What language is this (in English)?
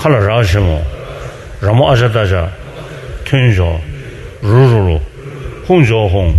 Tibetan